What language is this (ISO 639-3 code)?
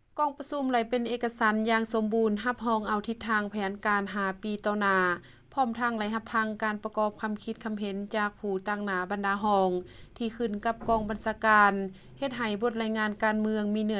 lao